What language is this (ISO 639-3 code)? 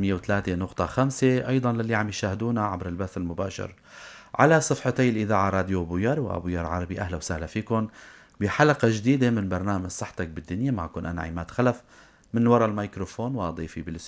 apc